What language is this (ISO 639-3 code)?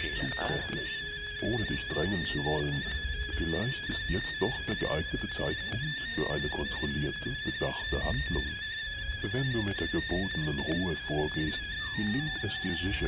gsw